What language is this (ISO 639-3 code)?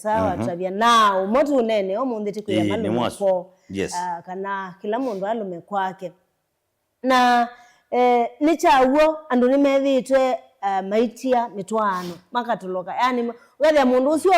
kam